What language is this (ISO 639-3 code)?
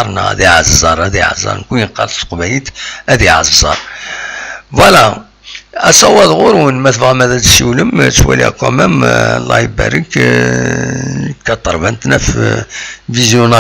kab